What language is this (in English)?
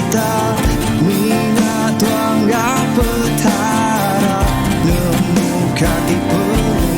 Iban